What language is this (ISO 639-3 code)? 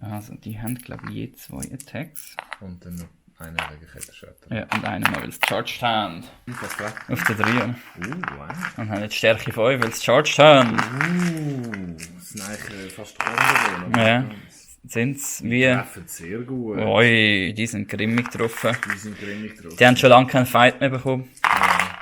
gsw